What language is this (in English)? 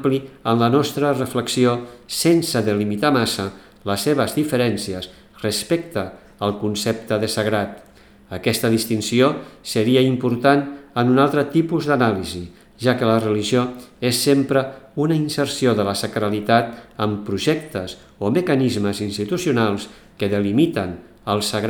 Catalan